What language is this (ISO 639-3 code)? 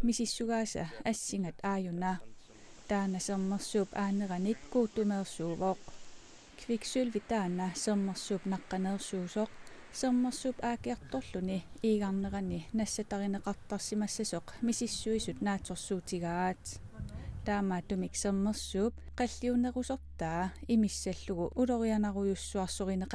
kal